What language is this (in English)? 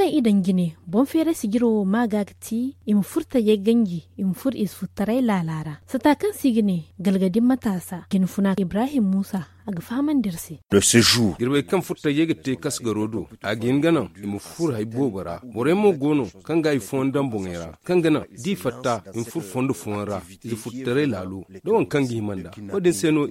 Zarma